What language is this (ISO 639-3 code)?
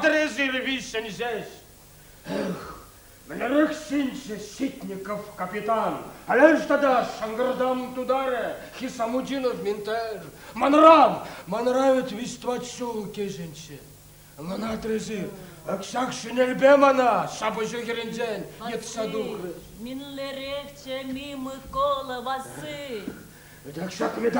chv